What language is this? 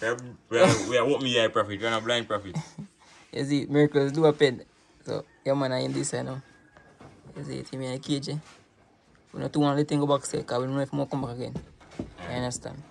Jamaican Creole English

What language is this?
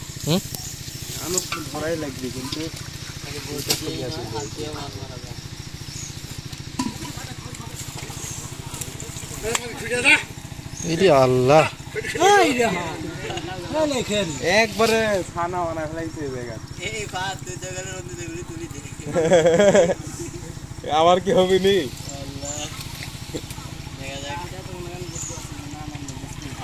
Bangla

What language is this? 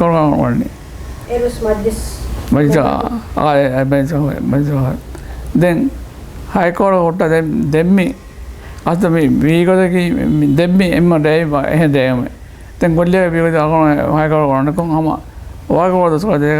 Divehi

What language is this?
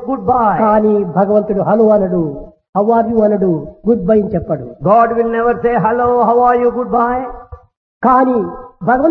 Telugu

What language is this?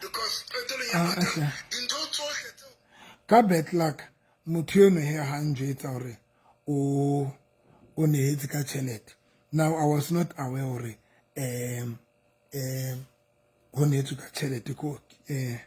Southern Sotho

